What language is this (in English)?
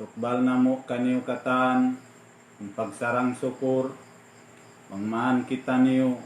Tausug